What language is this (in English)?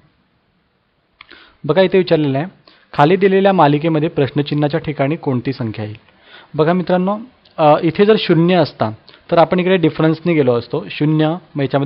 Marathi